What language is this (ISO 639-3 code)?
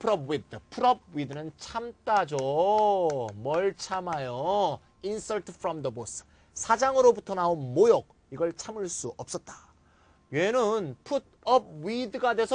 kor